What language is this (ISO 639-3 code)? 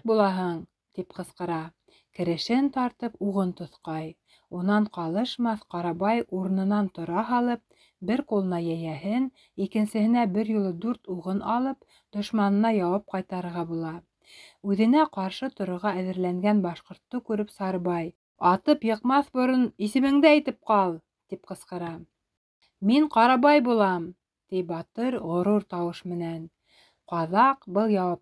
bak